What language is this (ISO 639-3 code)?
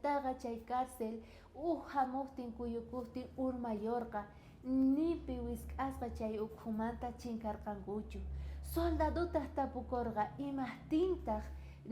quh